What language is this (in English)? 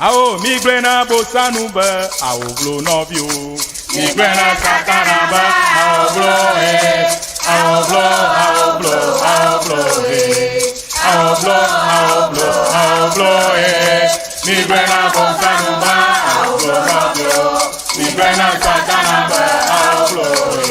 Ewe